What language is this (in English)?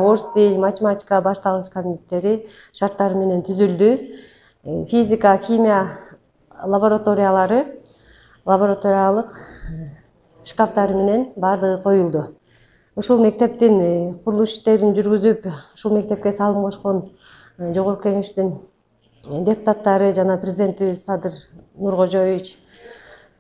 Kyrgyz